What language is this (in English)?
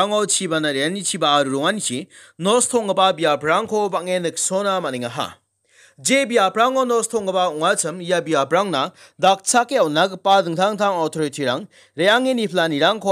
Garo